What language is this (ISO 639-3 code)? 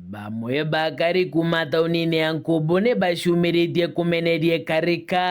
mer